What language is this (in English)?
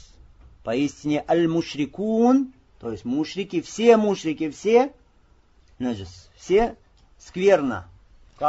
Russian